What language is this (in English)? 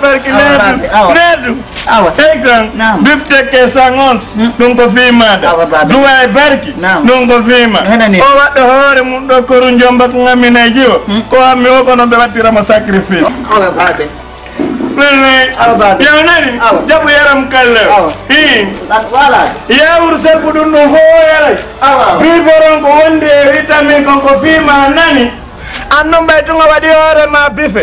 Fula